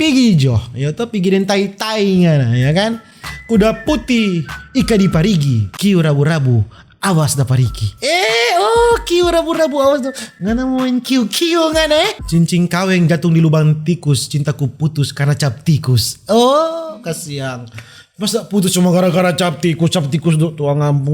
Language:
Manado Malay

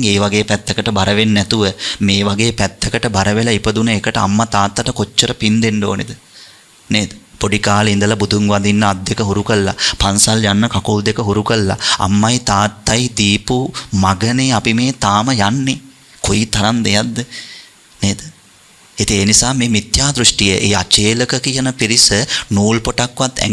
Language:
Sinhala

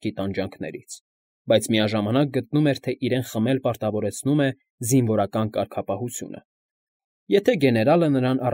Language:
Armenian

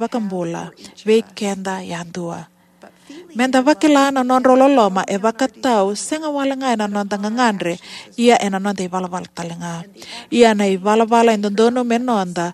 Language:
Fijian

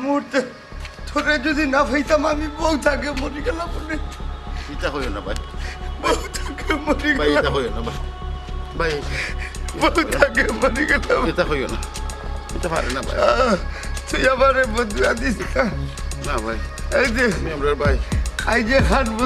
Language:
Sylheti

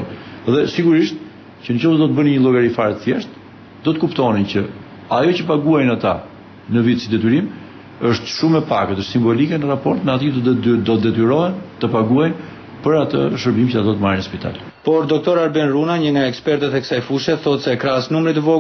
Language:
Albanian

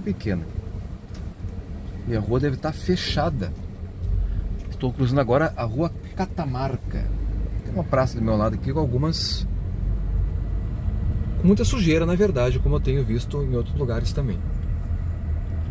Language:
Portuguese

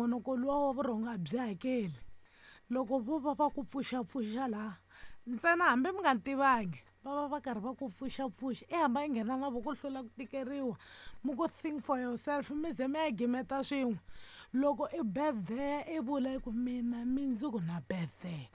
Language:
Tsonga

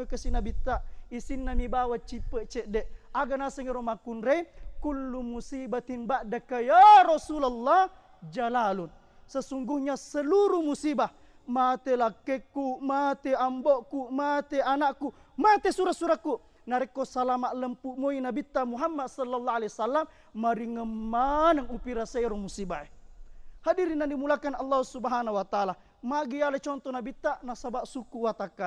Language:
Buginese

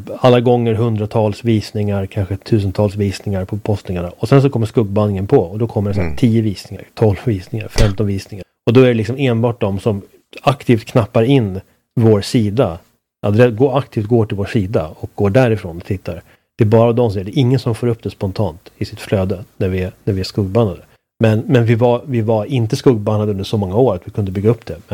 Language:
Swedish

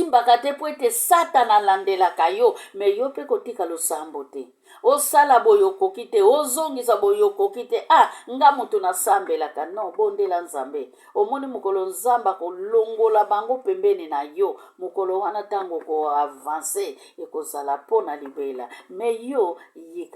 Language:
Lingala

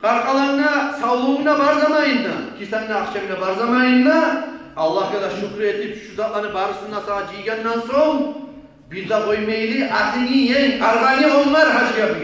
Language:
Kumyk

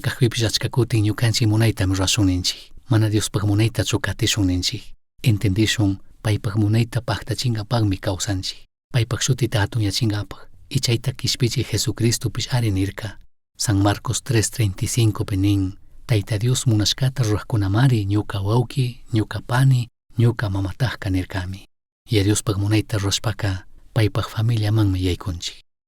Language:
Chimborazo Highland Quichua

